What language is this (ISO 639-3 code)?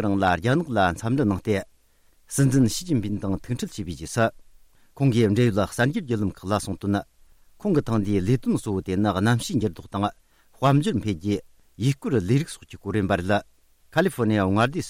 bod